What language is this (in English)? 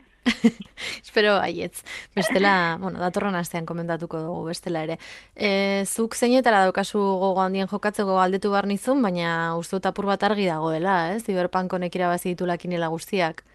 Basque